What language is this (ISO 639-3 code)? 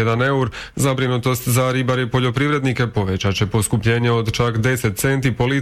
hrv